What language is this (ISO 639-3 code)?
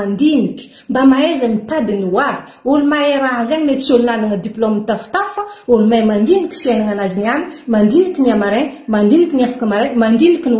mlg